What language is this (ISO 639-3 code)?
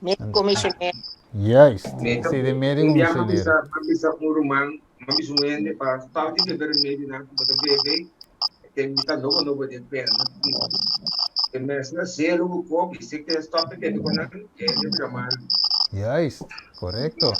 pap